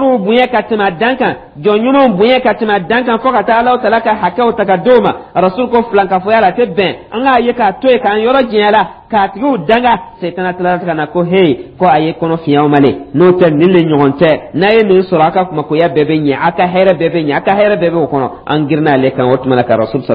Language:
Dyula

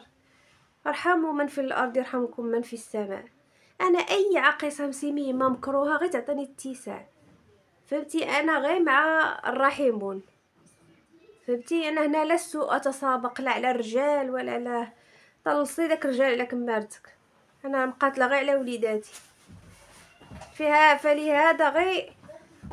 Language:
Moroccan Arabic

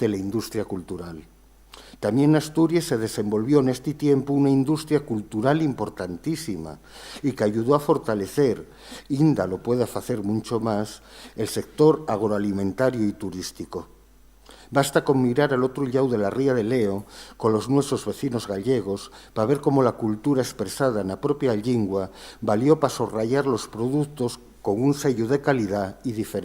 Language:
Asturian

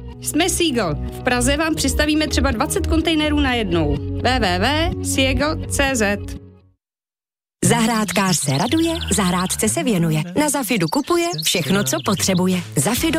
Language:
Czech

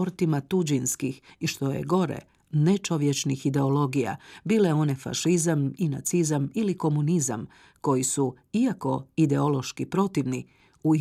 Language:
Croatian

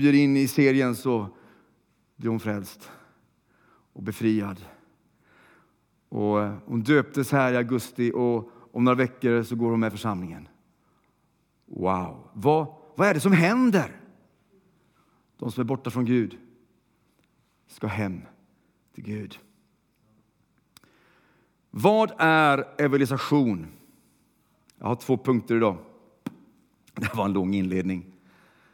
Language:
Swedish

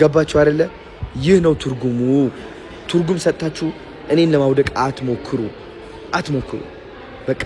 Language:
Amharic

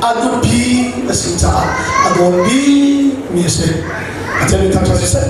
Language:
Hakha Chin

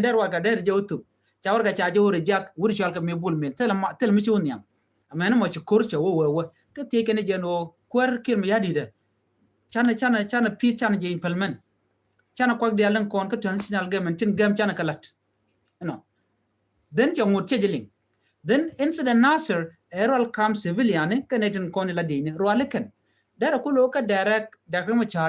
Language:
Nuer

